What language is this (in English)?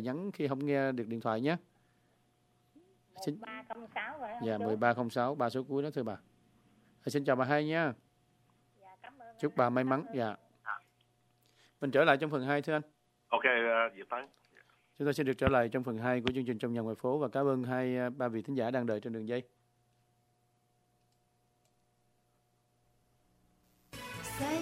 Vietnamese